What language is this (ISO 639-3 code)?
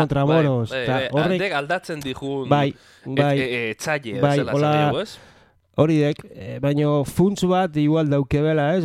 eus